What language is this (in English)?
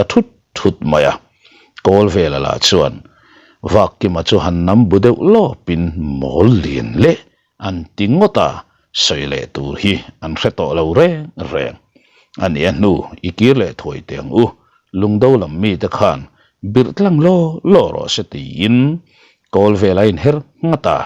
Mizo